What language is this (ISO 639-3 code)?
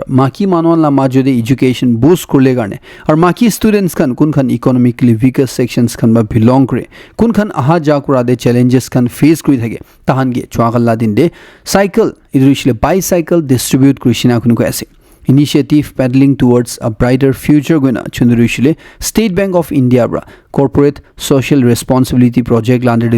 nag